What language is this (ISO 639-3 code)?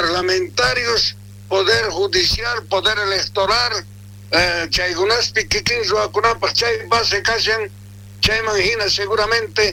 quh